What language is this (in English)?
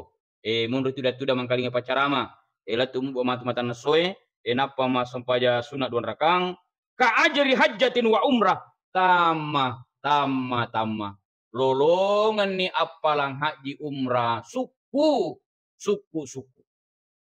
Buginese